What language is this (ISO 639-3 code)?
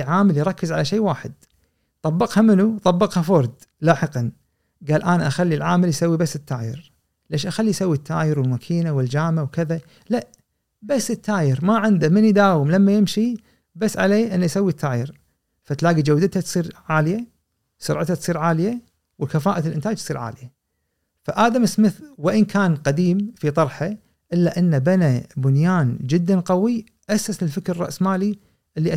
afb